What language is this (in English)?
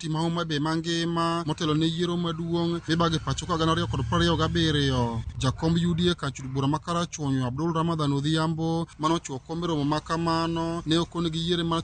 Luo (Kenya and Tanzania)